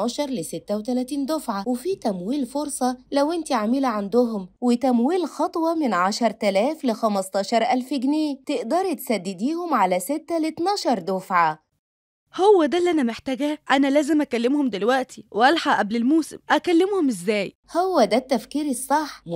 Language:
Egyptian Arabic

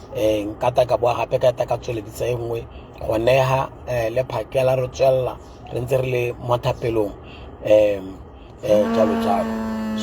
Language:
Tswana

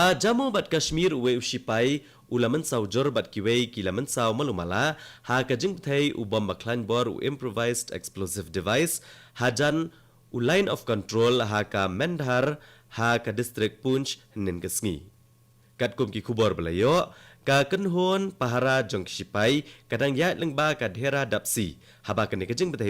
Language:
Khasi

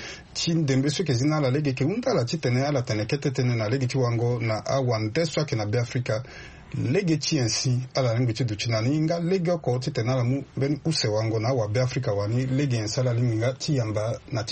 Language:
Sango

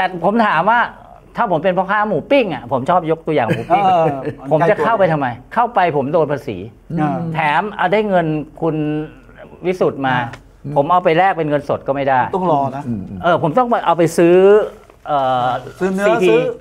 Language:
Thai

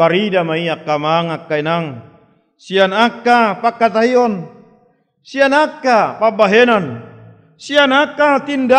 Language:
Batak Toba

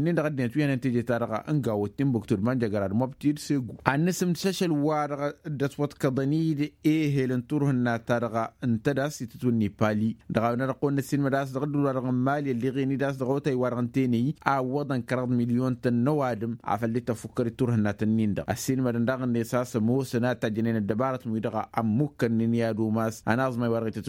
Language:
Tamasheq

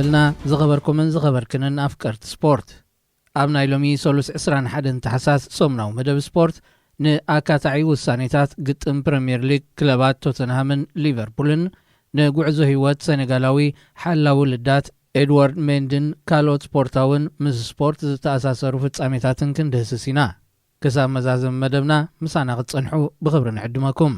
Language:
Tigrinya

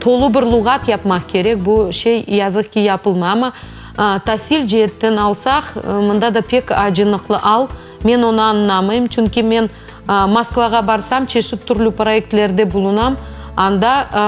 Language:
Crimean Tatar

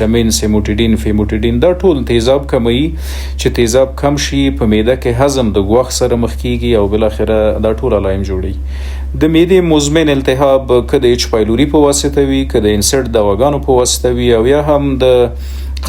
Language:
Pashto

